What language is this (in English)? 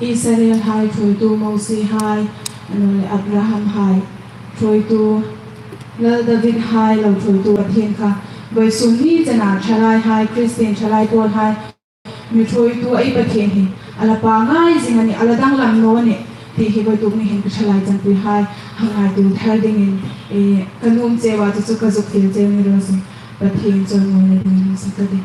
Hmar